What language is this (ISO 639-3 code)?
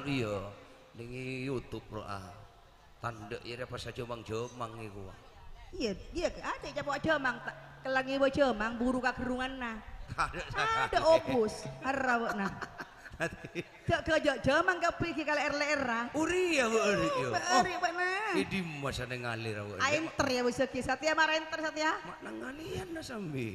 mad